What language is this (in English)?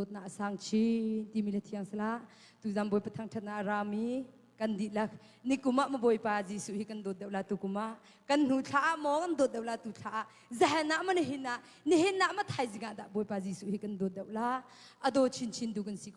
Hakha Chin